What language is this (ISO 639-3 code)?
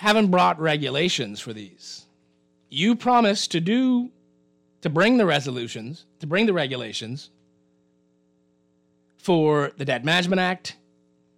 eng